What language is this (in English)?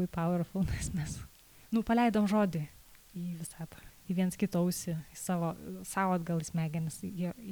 Lithuanian